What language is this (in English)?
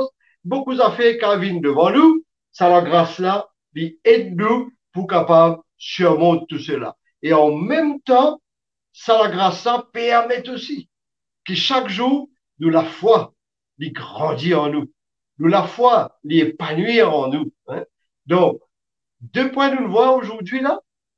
Morisyen